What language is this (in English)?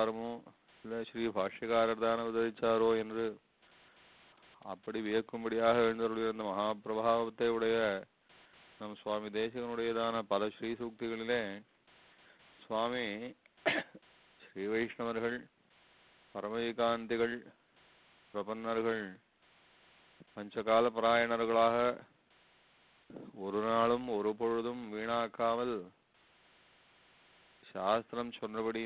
Tamil